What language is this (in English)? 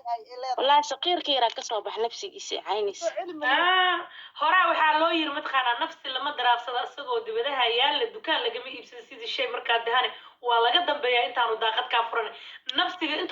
Somali